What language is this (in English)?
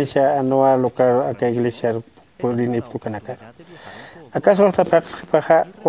Aymara